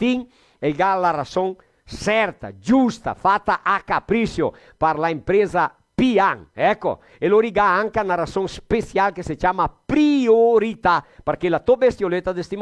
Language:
Venetian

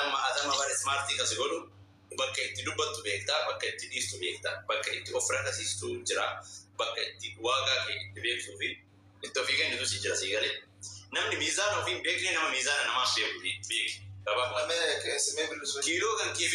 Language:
Oromo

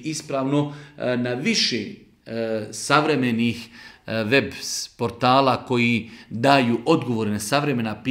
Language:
Bosnian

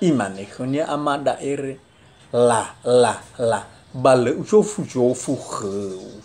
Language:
Nias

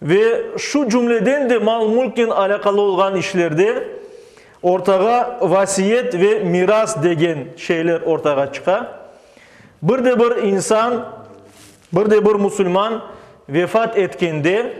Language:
Crimean Tatar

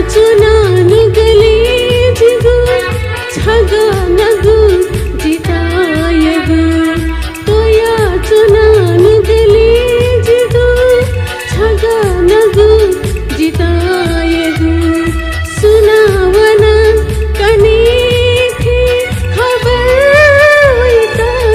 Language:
Newari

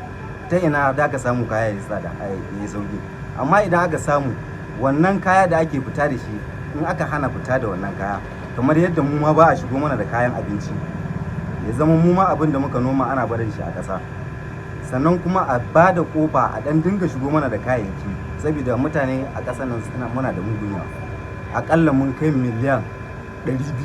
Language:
Hausa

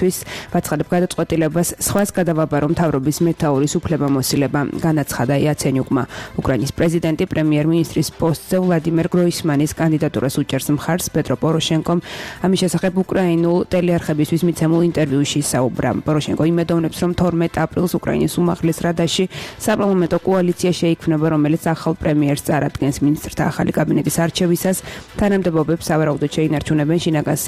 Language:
Georgian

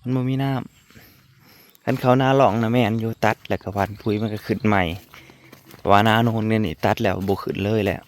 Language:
Northeastern Thai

